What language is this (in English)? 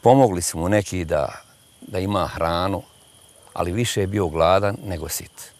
Bosnian